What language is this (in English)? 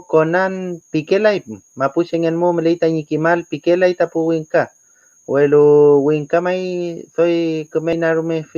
Mapuche